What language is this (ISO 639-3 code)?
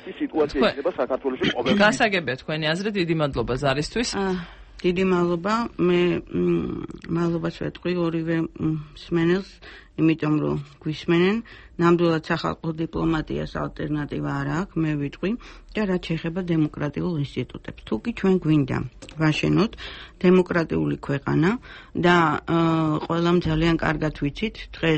kat